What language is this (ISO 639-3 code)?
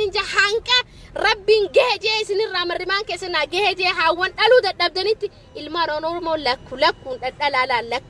orm